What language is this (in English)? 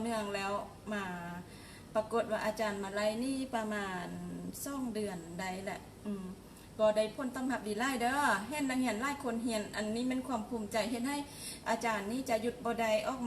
Lao